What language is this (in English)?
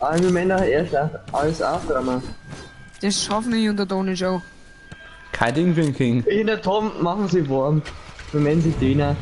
Bavarian